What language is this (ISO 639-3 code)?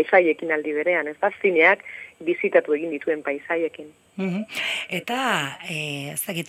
eus